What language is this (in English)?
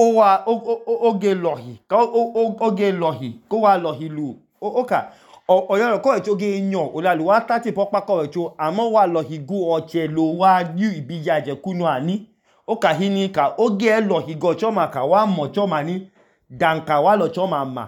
Idoma